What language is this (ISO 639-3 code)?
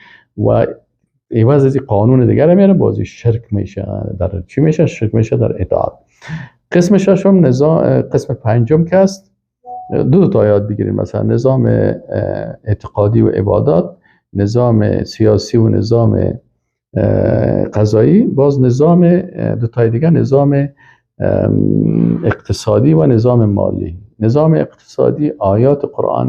fas